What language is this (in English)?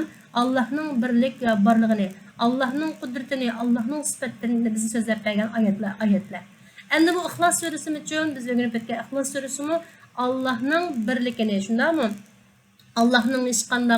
Uyghur